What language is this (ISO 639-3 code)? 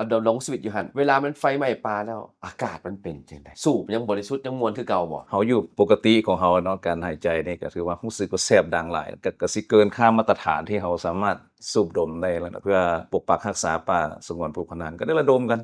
lao